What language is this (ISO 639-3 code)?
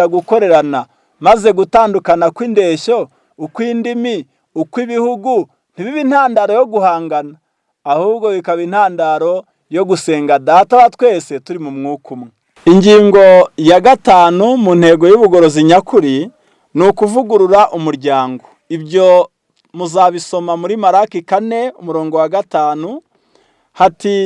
kin